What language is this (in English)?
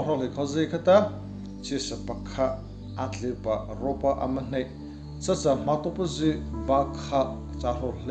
Mara Chin